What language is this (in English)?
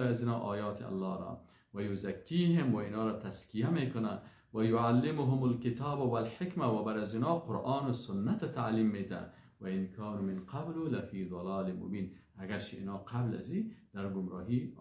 Persian